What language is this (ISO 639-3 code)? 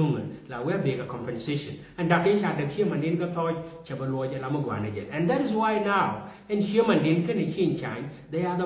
nus